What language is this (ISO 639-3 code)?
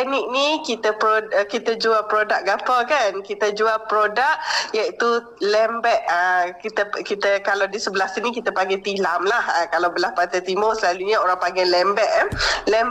msa